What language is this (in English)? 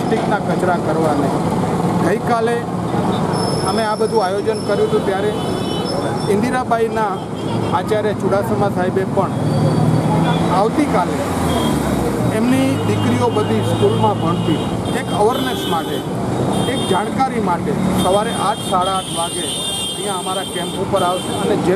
Gujarati